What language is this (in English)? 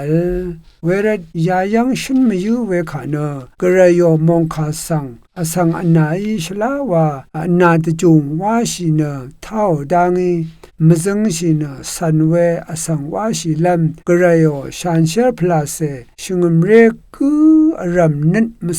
Rawang